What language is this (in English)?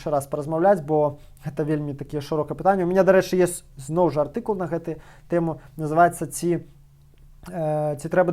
Belarusian